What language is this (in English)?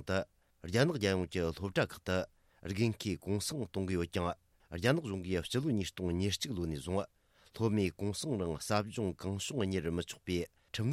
Tibetan